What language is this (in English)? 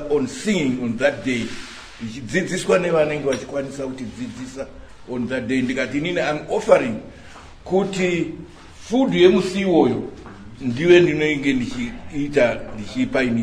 Shona